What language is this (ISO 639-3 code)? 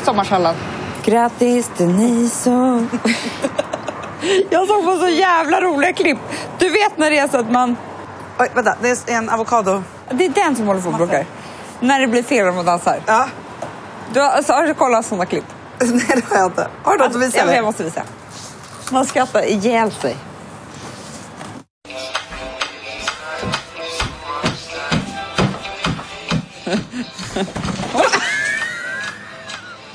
swe